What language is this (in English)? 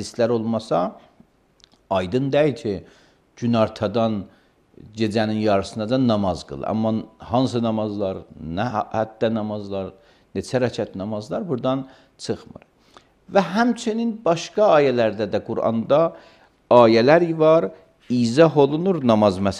Azerbaijani